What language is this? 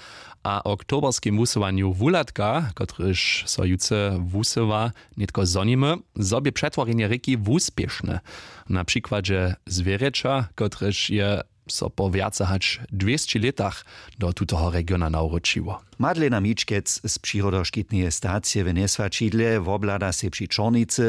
Upper Sorbian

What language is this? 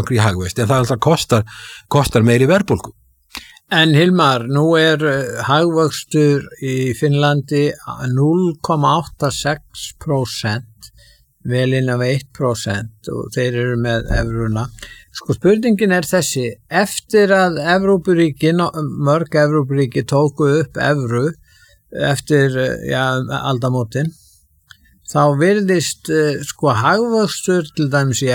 Icelandic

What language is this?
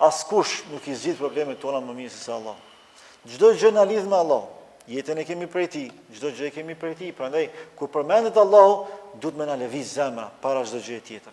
Albanian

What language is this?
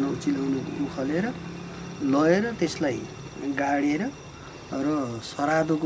Nepali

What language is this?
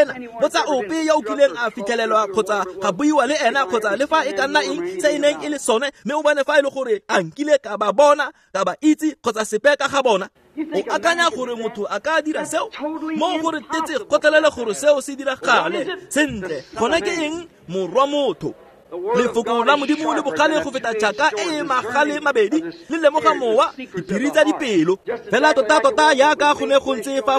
Tswana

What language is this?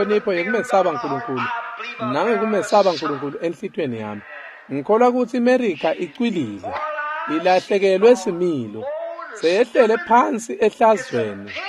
Swati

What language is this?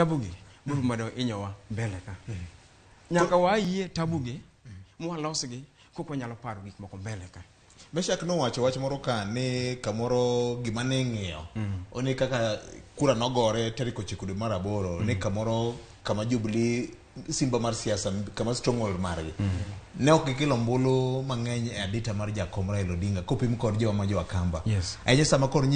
Luo (Kenya and Tanzania)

